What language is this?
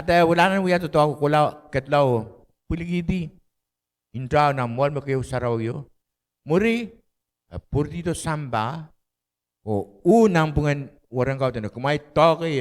Pohnpeian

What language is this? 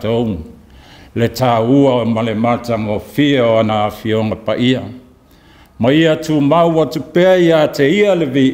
Samoan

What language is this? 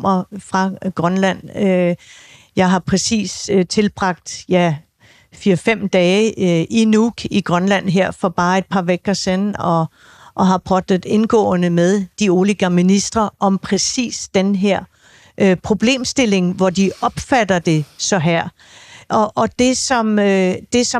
Danish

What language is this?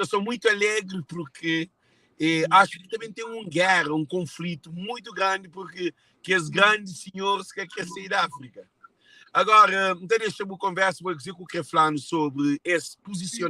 Kabuverdianu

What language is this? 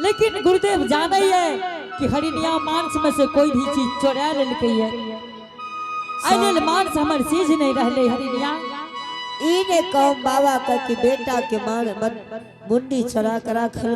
Angika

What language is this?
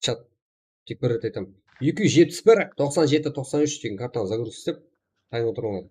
Kara-Kalpak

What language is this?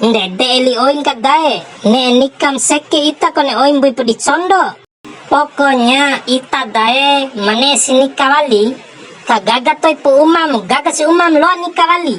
Bima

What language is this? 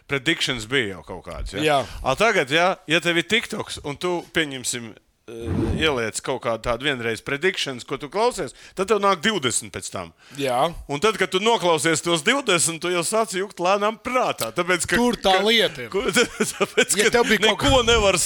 Latvian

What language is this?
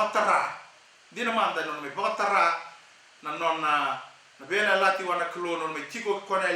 Fijian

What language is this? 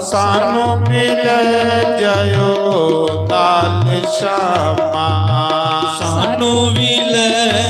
Dogri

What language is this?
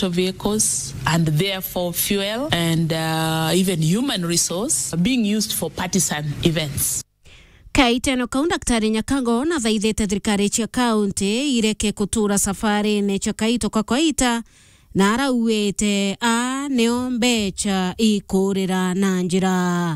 Meru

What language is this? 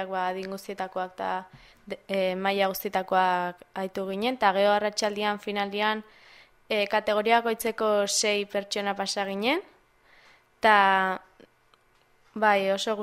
Basque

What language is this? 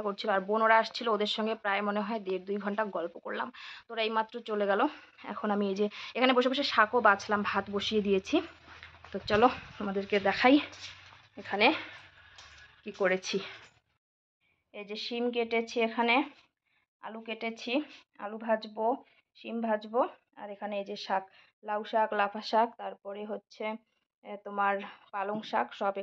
Bangla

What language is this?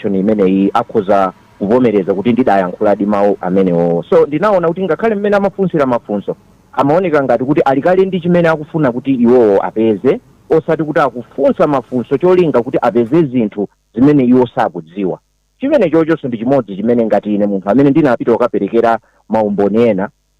Nyanja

